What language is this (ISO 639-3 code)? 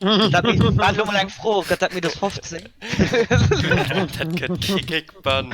ltz